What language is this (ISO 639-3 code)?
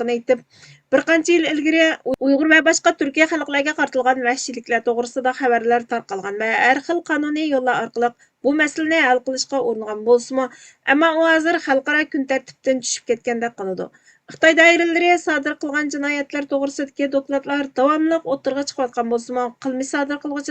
uig